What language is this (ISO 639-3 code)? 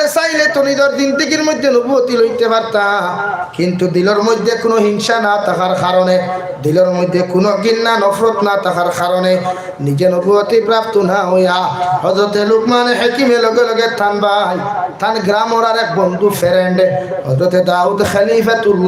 syl